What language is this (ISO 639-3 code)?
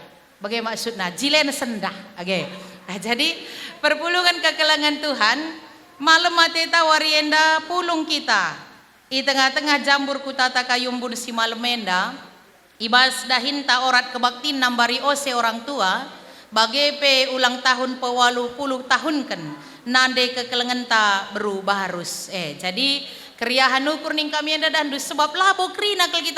btx